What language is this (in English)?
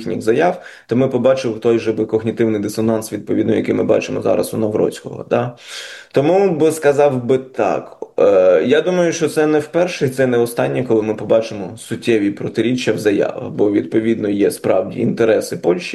Ukrainian